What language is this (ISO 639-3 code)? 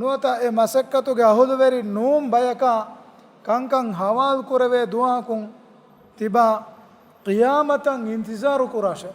div